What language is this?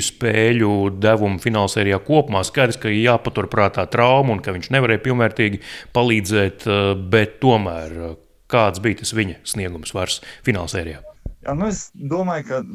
Latvian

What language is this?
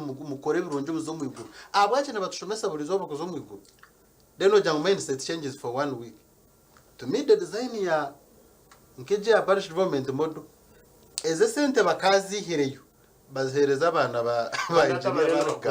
Nyankole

